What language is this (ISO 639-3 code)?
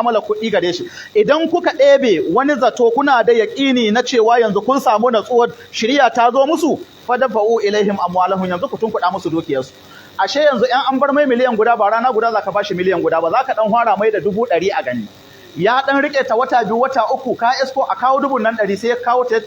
hau